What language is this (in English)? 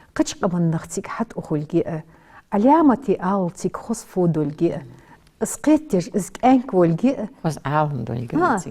Ingush